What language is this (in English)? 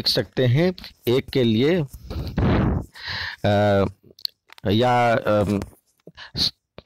Hindi